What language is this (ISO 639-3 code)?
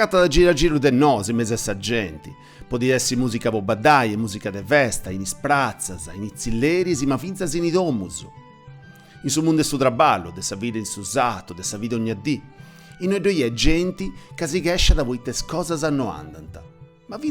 srd